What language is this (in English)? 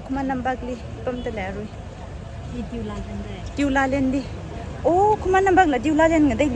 Tangkhul Naga (India)